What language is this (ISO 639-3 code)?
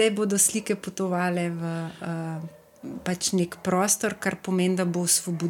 slv